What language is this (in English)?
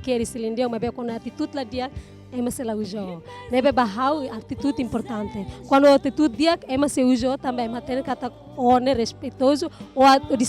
Tetum